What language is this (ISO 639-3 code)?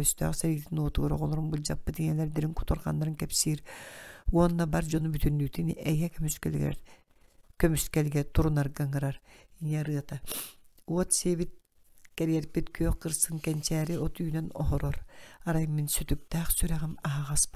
sah